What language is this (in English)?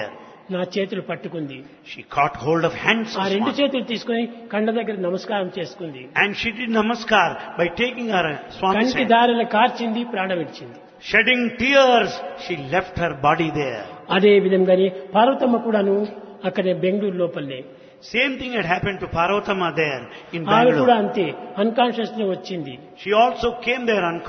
Telugu